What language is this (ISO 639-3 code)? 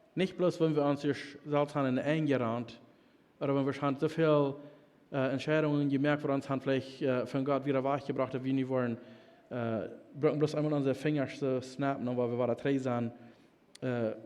pdt